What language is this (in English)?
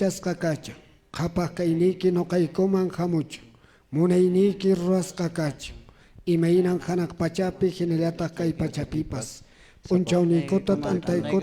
Quechua